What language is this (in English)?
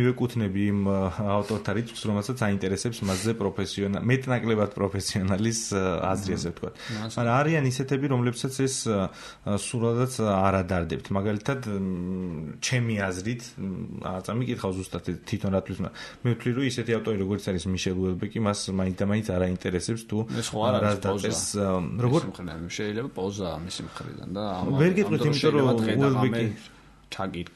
Georgian